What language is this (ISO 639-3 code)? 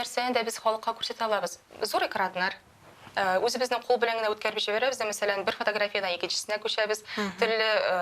tat